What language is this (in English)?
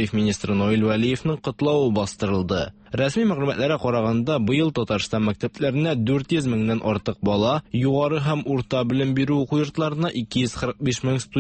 Tatar